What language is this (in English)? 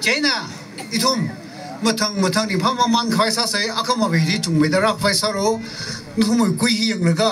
Tangkhul Naga (India)